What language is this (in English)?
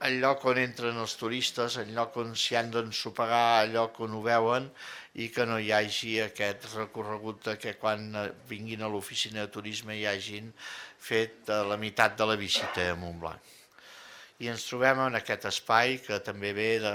Catalan